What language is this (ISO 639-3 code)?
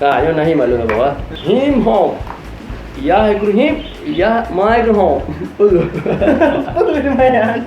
ace